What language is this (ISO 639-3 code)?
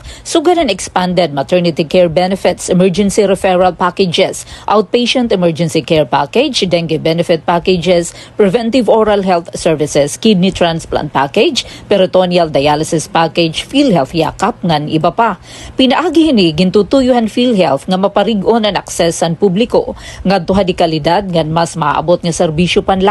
war